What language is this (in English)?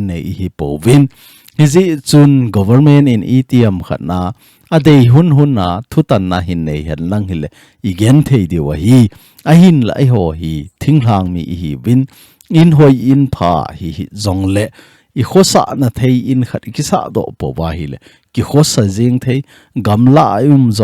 Thado Chin